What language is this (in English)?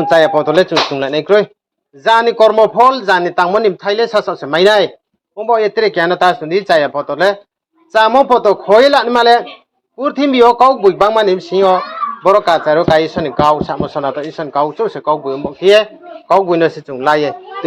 Riang (India)